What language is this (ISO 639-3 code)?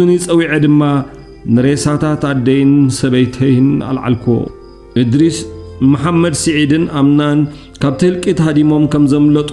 tir